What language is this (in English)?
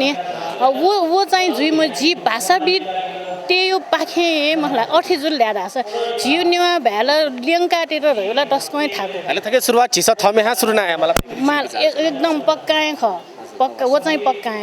Newari